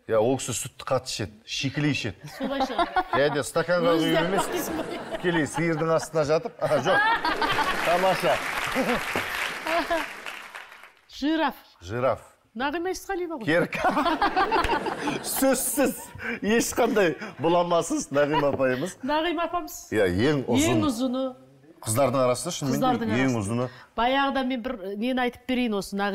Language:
Kazakh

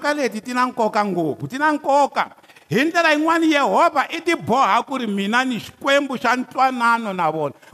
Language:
Tsonga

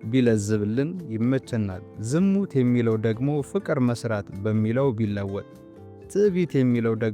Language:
Amharic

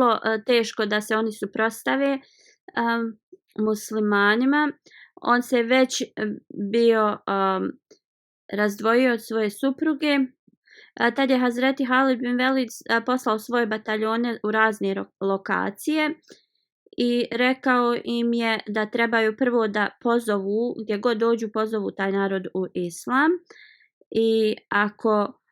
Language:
Bosnian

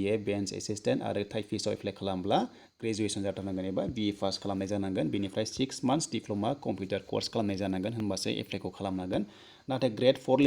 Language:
Bodo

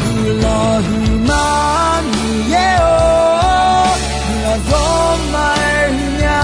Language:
Akha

